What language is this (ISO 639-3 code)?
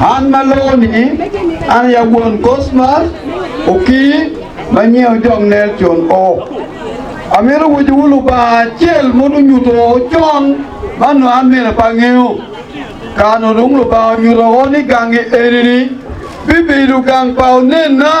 ach